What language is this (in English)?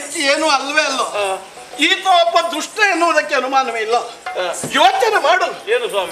Kannada